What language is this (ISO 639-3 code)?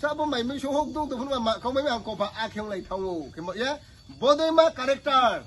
ria